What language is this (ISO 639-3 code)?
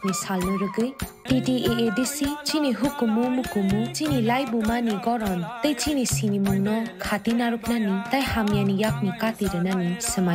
trp